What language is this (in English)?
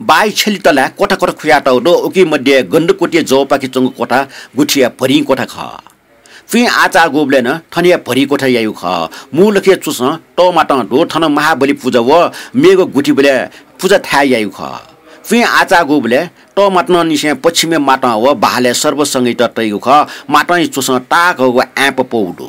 Newari